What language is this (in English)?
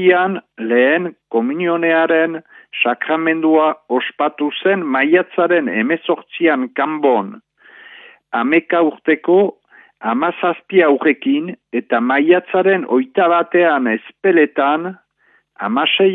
Basque